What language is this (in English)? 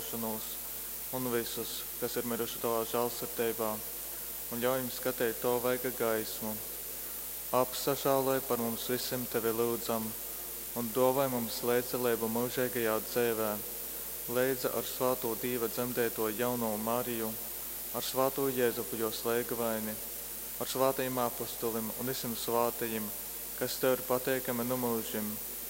Latgalian